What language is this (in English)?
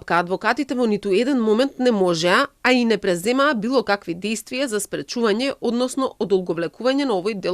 Macedonian